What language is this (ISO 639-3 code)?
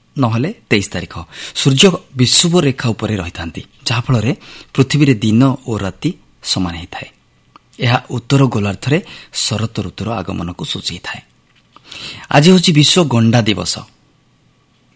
ori